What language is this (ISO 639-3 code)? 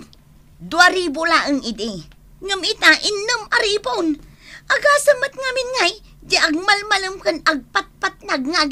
ilo